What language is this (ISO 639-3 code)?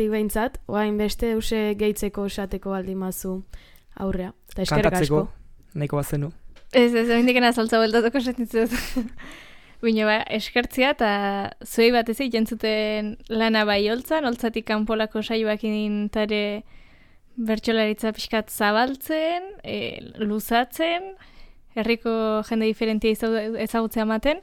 eus